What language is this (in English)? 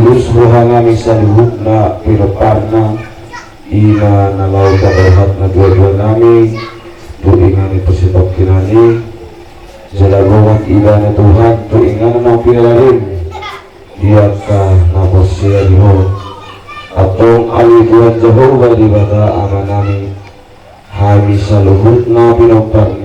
Batak Toba